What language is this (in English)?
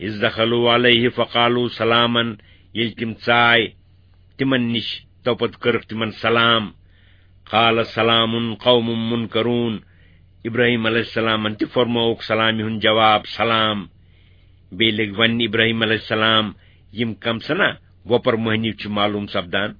Kashmiri